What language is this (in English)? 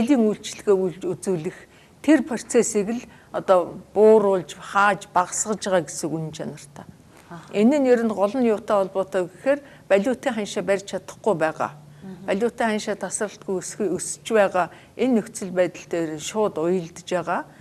Mongolian